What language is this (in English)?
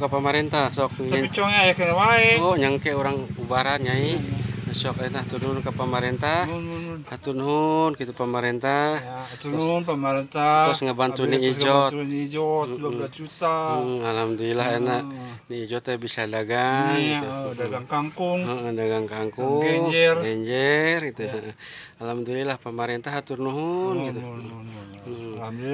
Sundanese